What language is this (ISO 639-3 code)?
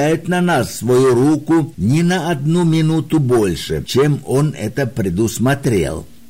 rus